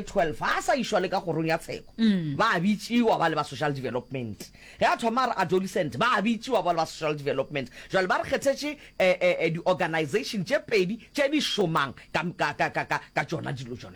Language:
Northern Sotho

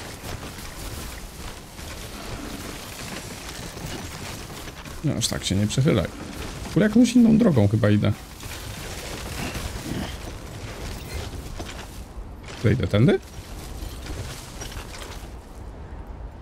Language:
Polish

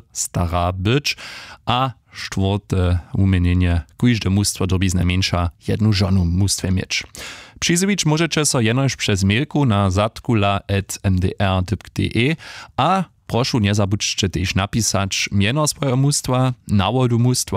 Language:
Upper Sorbian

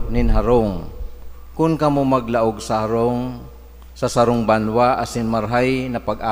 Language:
Bikol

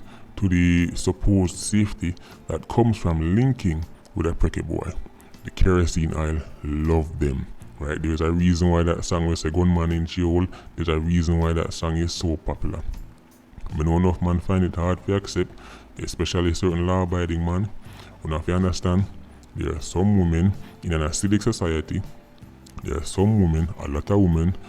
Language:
Jamaican Creole English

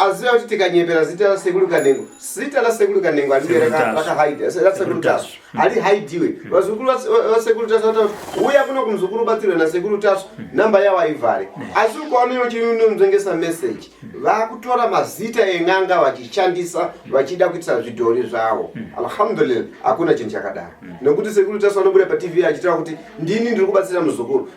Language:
Shona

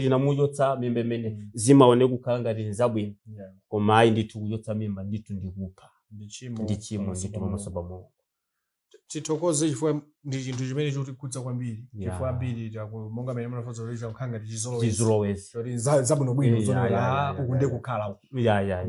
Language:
Nyanja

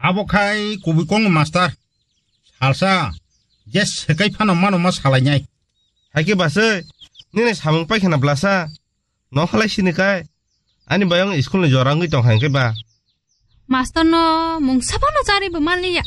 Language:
Kok Borok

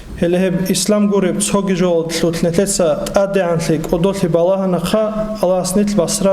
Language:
Avaric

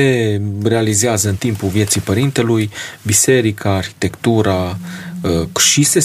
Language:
Romanian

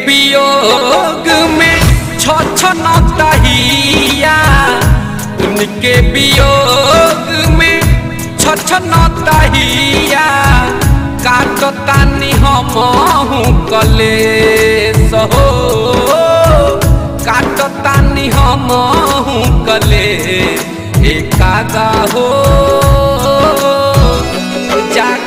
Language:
Bhojpuri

